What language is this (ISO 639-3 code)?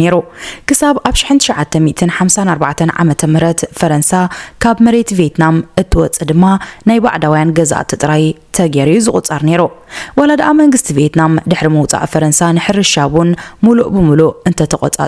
tir